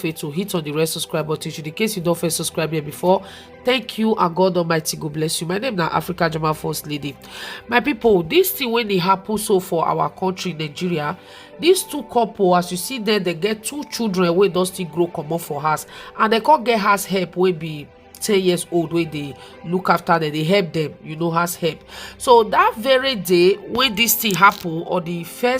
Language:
Nigerian Pidgin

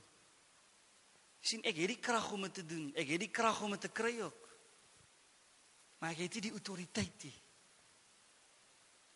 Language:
Afrikaans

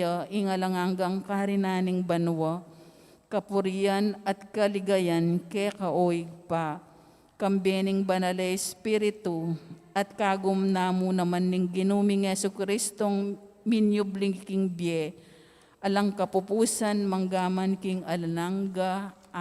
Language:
Pampanga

